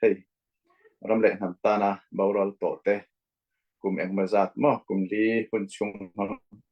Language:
Falam Chin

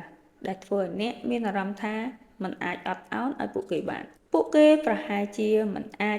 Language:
Khmer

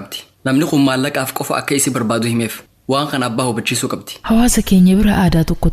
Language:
Oromo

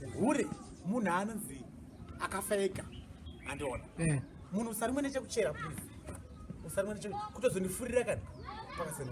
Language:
Shona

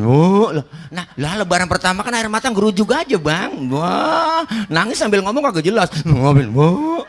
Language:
Betawi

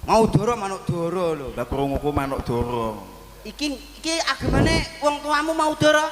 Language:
Javanese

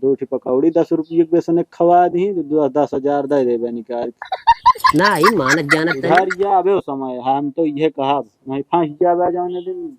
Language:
Awadhi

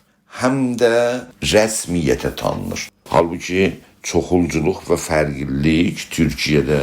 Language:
South Azerbaijani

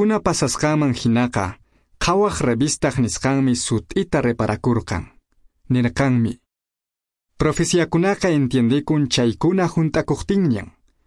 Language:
Quechua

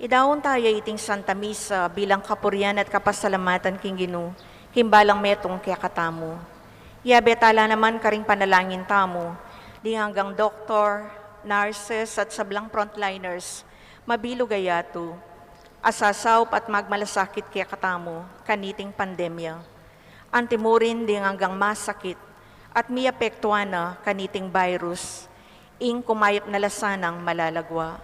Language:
Pampanga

